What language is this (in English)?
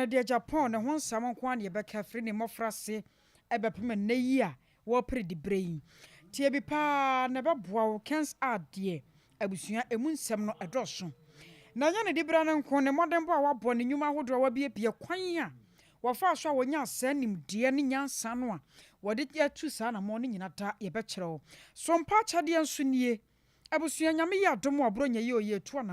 Akan